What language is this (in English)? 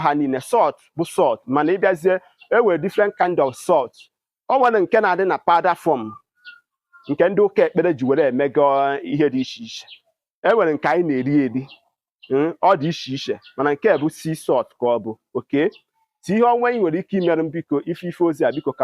Igbo